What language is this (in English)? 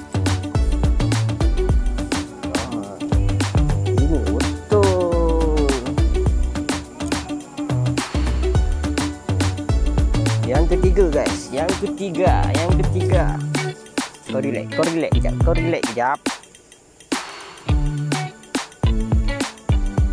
Malay